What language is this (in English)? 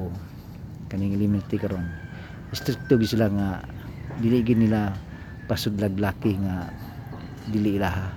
Cebuano